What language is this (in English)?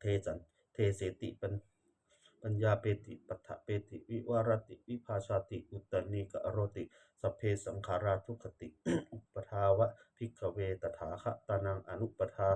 Pali